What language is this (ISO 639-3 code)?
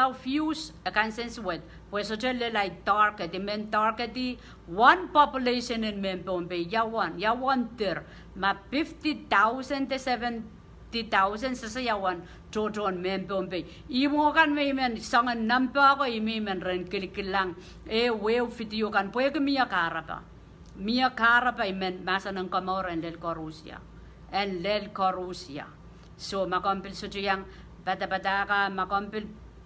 pon